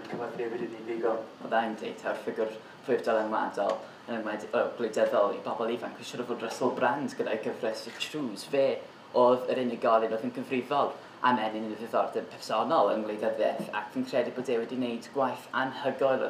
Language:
Welsh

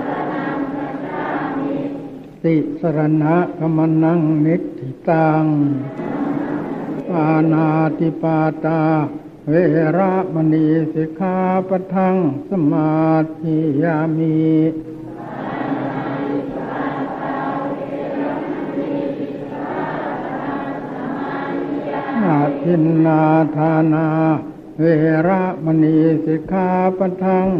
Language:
Thai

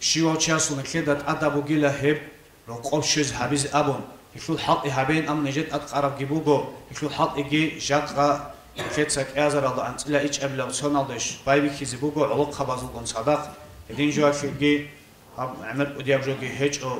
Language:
Avaric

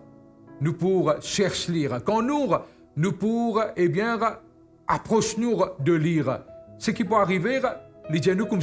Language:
Morisyen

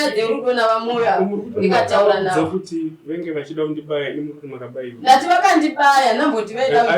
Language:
Shona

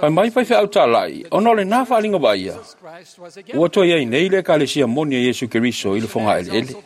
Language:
Samoan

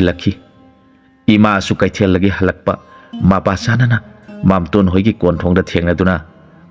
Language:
Manipuri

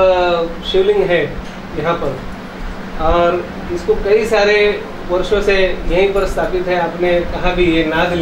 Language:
Hindi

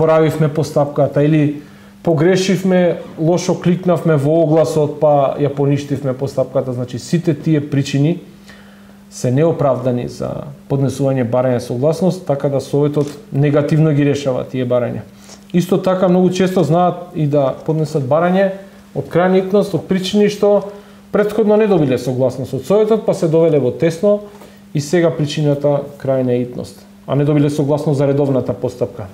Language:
Macedonian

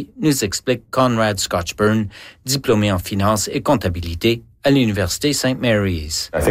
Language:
French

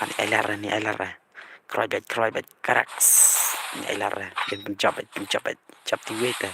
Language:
Khasi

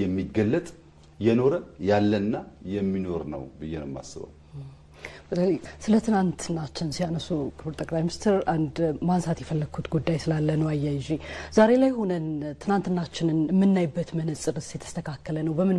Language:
Amharic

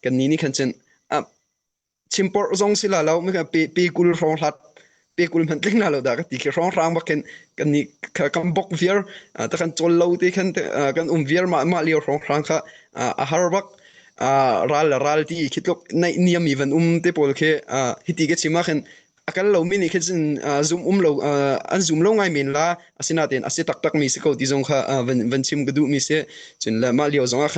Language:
Hakha Chin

